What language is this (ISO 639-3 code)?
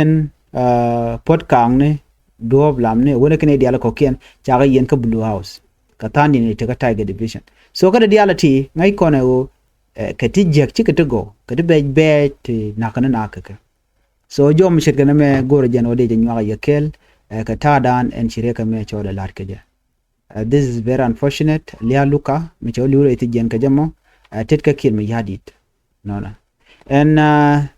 nus